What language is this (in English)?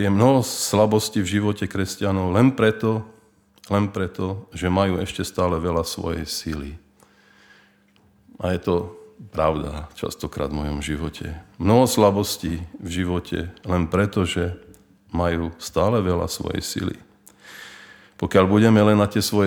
Slovak